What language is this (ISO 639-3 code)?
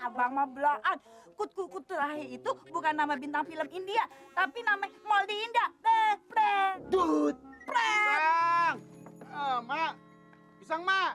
bew